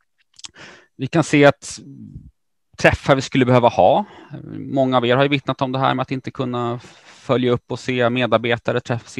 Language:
Swedish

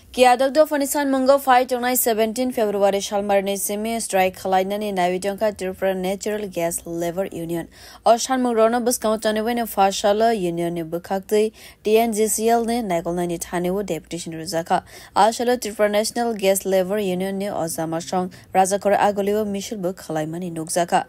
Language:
Kok Borok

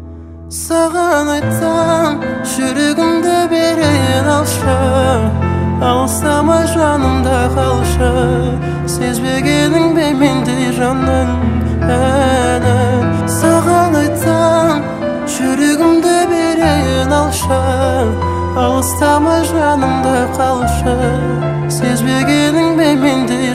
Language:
Kazakh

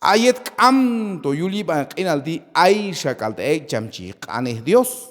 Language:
Q'anjob'al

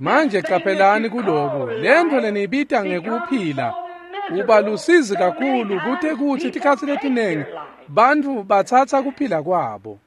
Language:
Swati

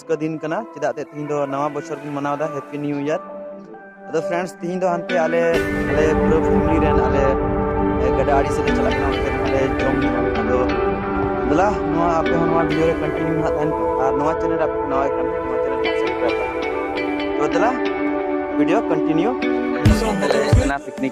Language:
Santali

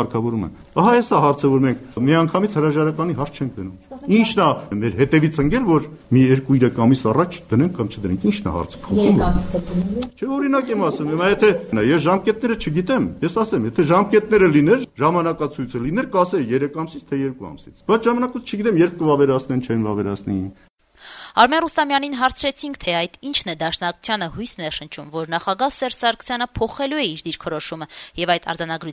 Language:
Armenian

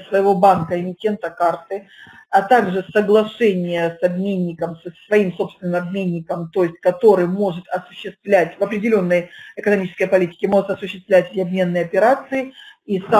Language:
Russian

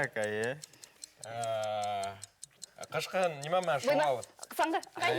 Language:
Bashkir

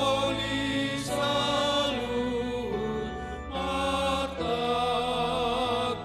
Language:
Batak Toba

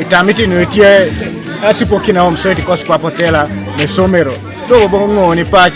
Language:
Teso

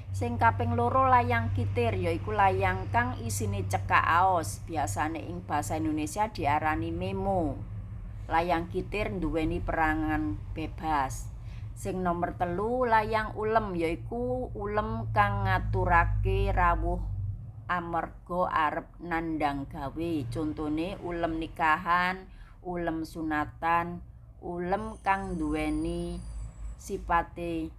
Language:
Javanese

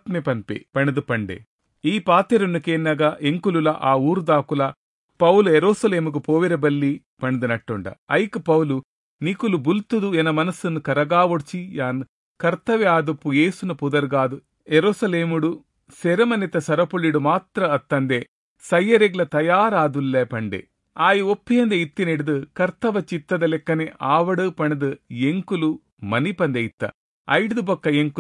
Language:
Tulu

